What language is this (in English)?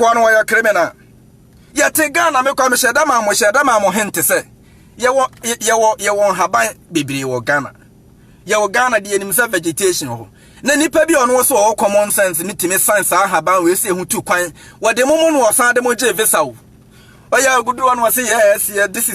Akan